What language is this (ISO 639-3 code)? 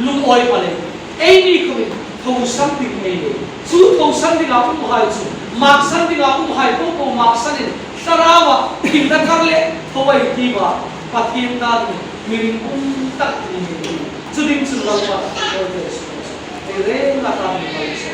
hmr